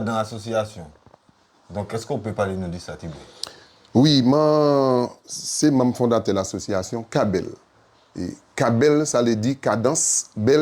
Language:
Guadeloupean Creole French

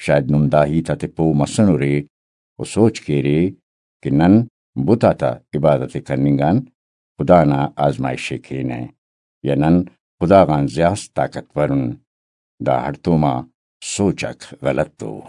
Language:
Brahui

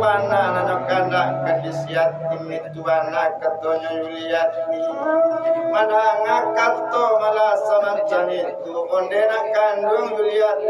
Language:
Minangkabau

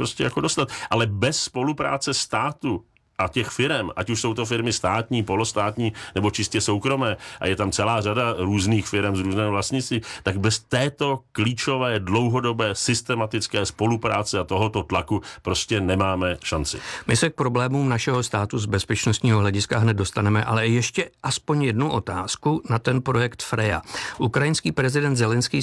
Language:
Czech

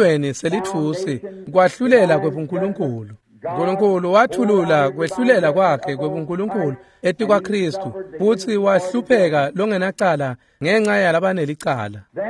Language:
Swati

